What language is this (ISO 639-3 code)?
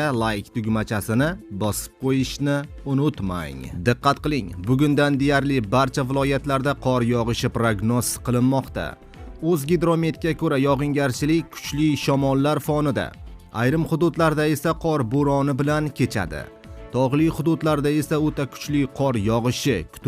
uzb